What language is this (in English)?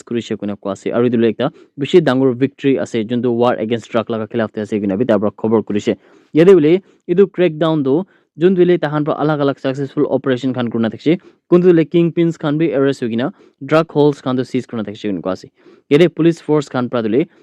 Naga Pidgin